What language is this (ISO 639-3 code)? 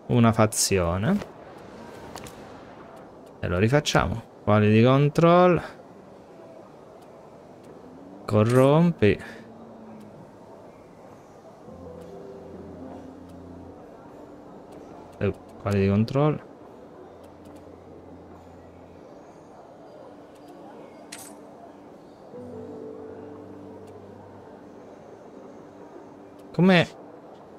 ita